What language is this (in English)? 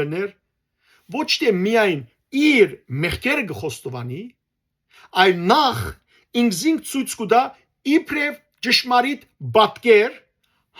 Western Armenian